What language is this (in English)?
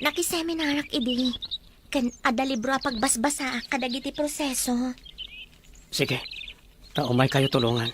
Iloko